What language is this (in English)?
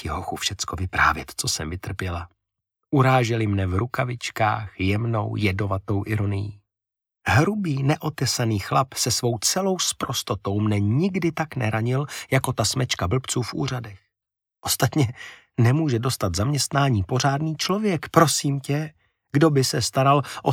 Czech